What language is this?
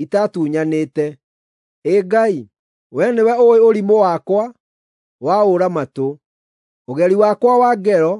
Kikuyu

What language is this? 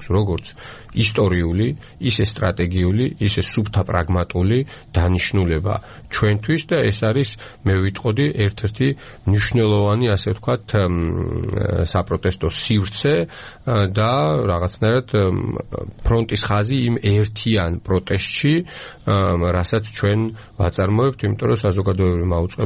Georgian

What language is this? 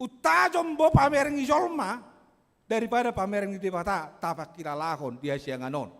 Batak Toba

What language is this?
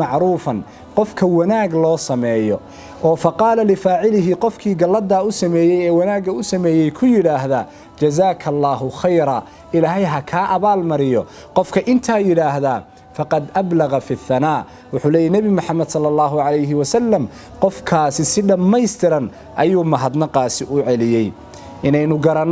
Somali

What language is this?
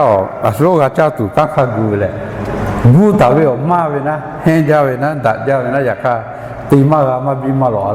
Lahu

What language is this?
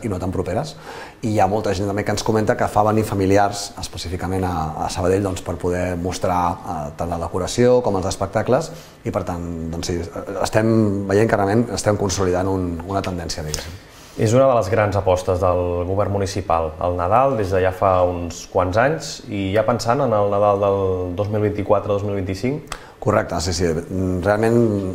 Catalan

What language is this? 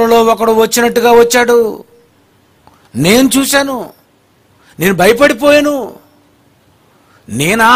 Telugu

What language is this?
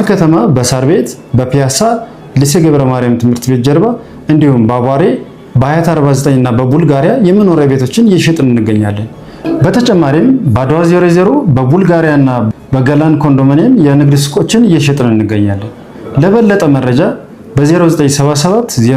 Amharic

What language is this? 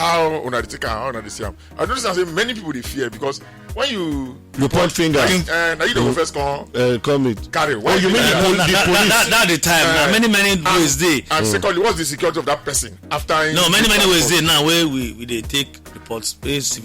Nigerian Pidgin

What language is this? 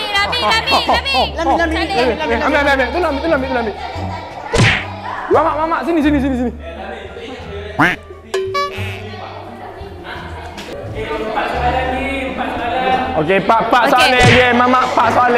Malay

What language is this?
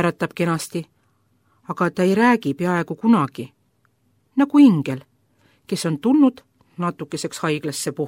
Estonian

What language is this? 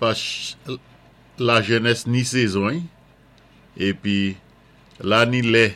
Saint Lucian Creole French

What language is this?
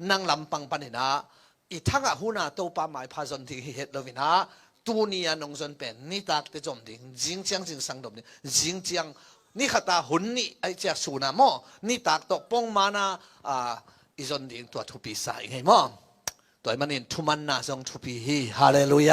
Tedim Chin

